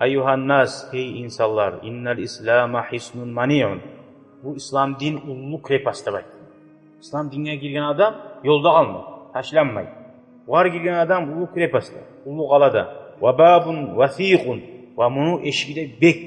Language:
Kumyk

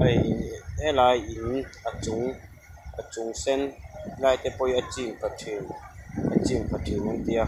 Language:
Mizo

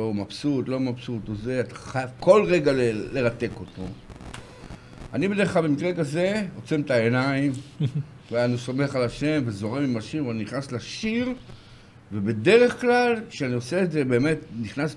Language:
Hebrew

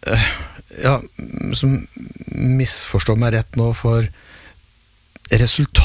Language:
Norwegian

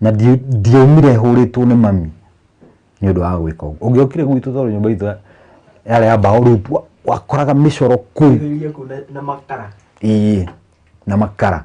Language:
Kikuyu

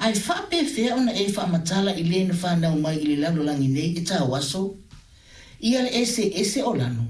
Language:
Samoan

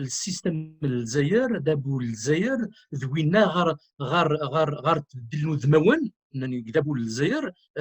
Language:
Kabyle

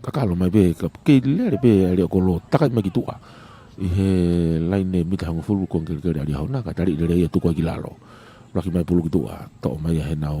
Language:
Tongan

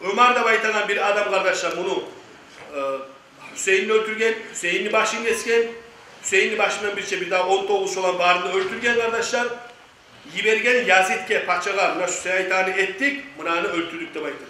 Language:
Kumyk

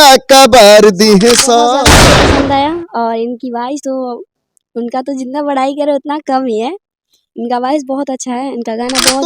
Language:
Bhojpuri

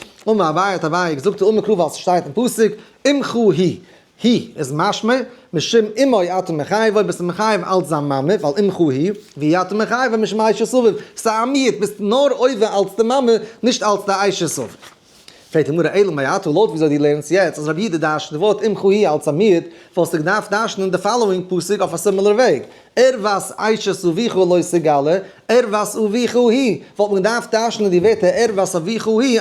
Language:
Yiddish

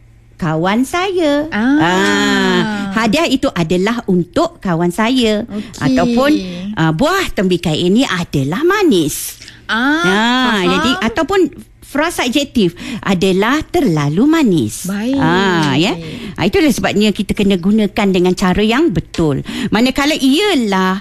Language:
Malay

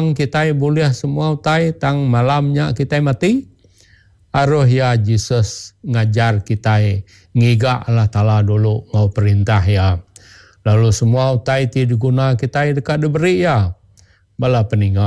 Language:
Iban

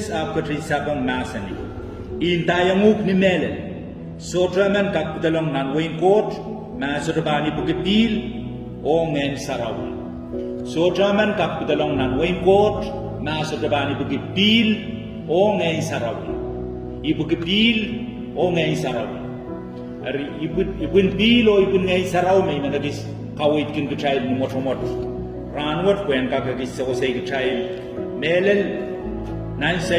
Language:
Pohnpeian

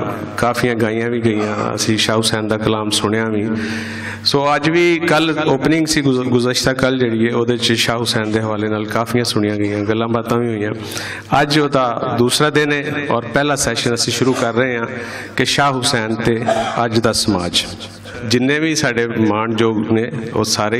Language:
Western Panjabi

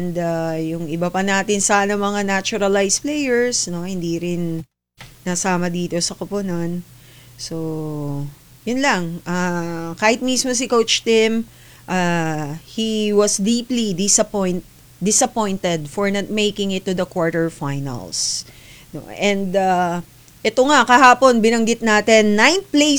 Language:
Filipino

